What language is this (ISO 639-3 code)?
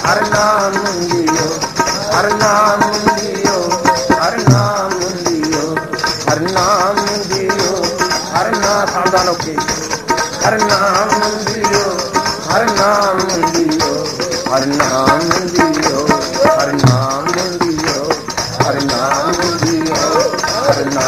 pan